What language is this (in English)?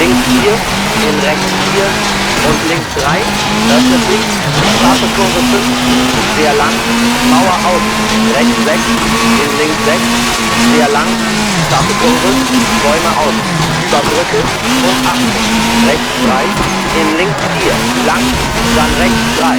Bavarian